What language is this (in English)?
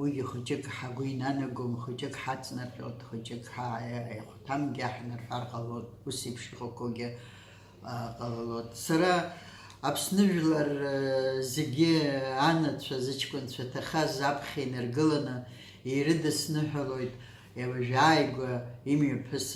Abkhazian